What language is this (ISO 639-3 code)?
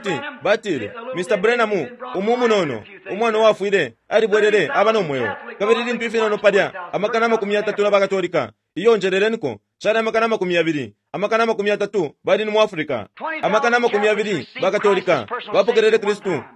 bem